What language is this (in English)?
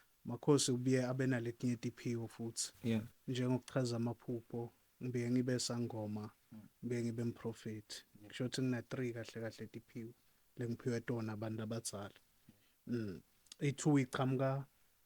Zulu